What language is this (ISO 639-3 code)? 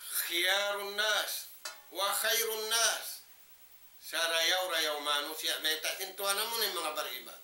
tsg